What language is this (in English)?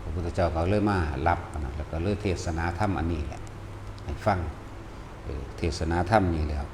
Northeastern Thai